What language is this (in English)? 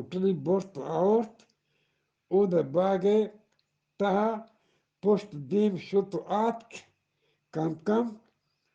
Eastern Balochi